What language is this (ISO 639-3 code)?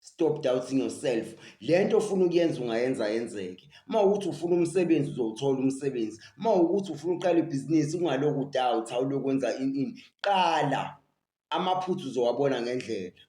zul